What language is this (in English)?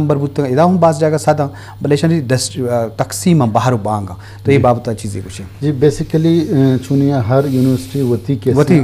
Eastern Balochi